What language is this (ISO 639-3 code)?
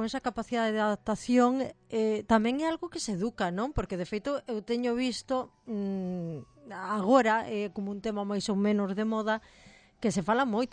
glg